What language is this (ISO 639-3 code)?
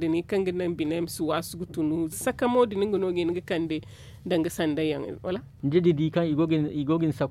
dje